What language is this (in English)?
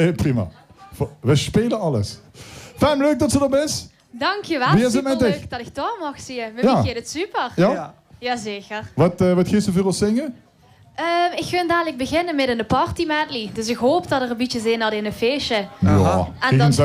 Limburgish